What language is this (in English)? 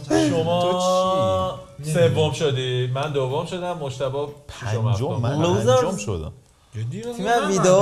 Persian